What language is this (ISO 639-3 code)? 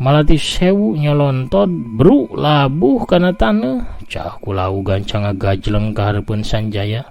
sun